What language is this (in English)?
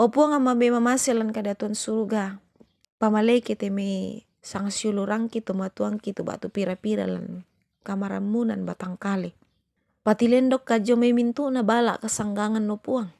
Toraja-Sa'dan